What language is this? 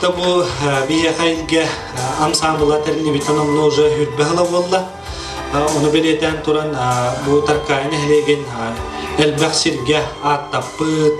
Yakut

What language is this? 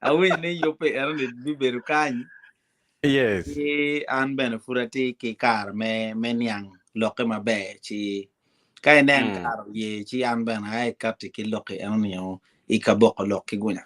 Acoli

